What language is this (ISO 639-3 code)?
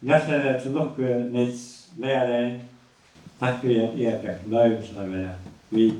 fao